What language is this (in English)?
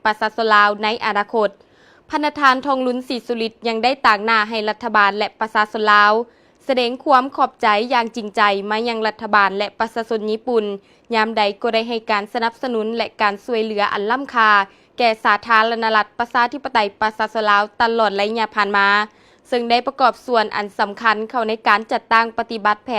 Lao